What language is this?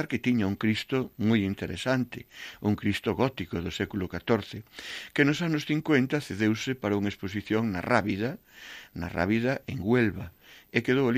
Galician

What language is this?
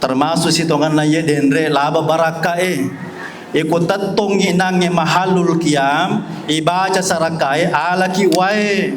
Buginese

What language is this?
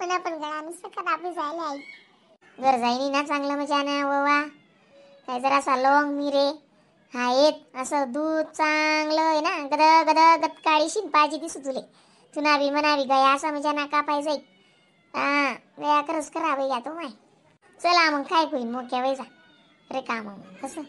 Khandesi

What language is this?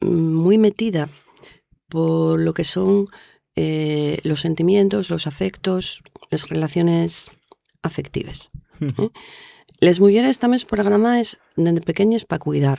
Asturian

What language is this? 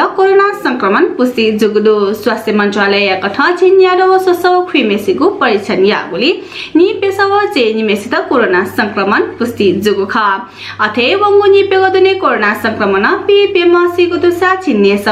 Newari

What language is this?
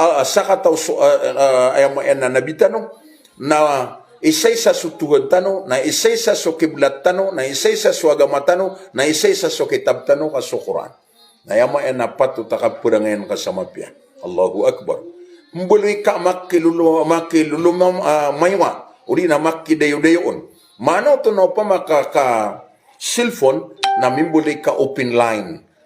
Maranao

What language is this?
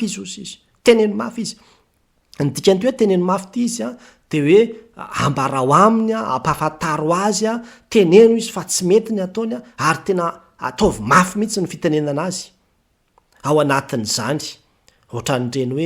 Malagasy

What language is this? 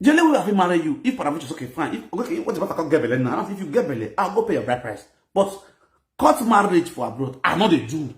Nigerian Pidgin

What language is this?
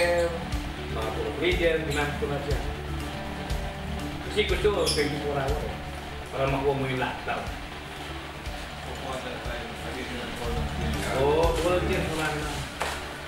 Filipino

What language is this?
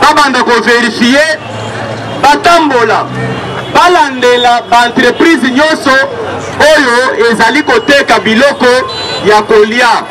Lingala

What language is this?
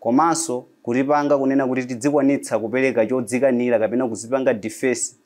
Nyanja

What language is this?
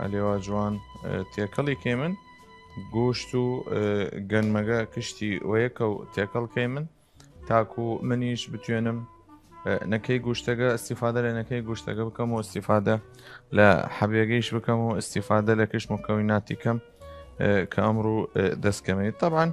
Southern Kurdish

